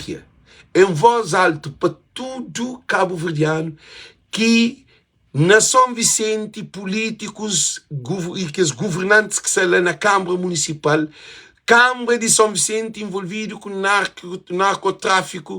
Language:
Kabuverdianu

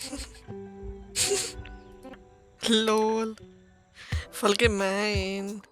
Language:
Swiss German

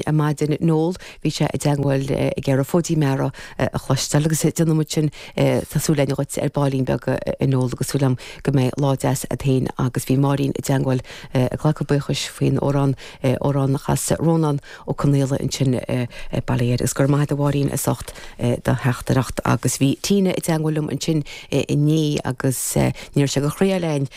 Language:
Irish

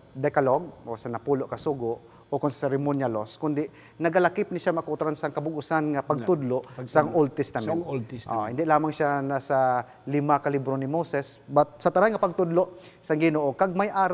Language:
Hiligaynon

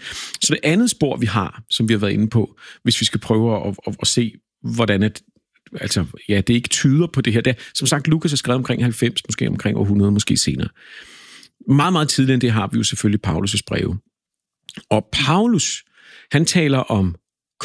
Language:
Danish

